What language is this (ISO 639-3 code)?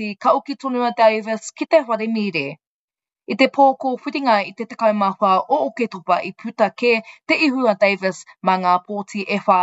mri